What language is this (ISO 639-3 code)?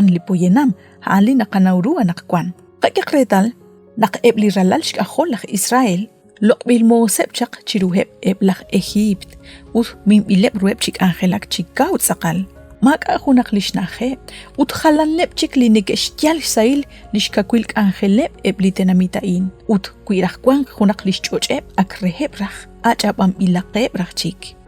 kek